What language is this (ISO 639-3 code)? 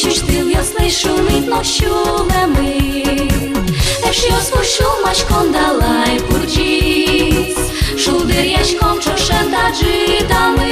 udm